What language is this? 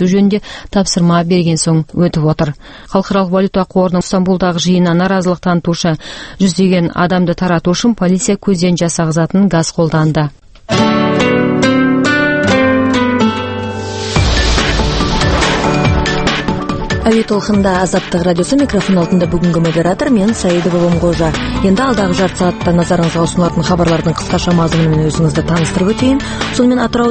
Kazakh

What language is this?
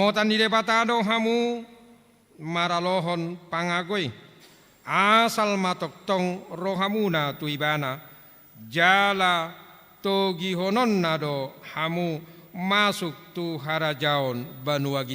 Batak Toba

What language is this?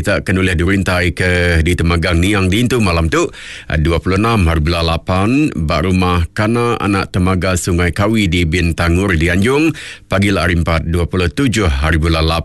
Iban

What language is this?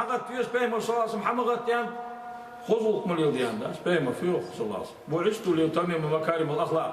Ingush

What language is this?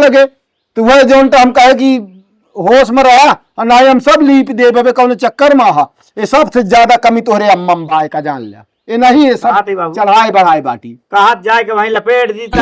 Awadhi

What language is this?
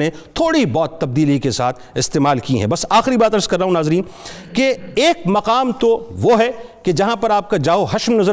Urdu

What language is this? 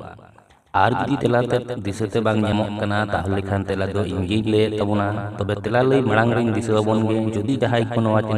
Santali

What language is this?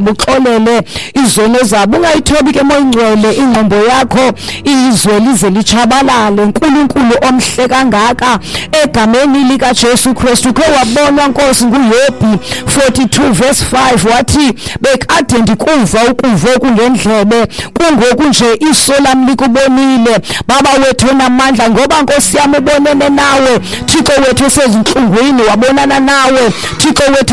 Xhosa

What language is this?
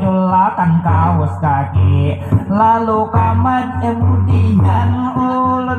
Banjar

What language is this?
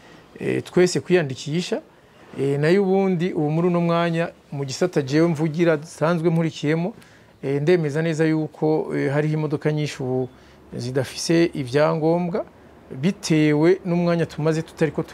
Rundi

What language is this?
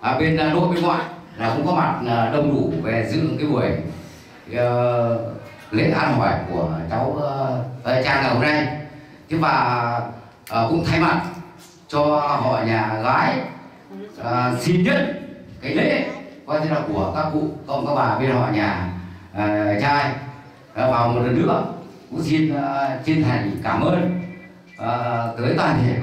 Vietnamese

